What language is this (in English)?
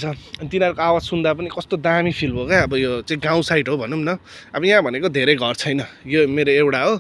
Nepali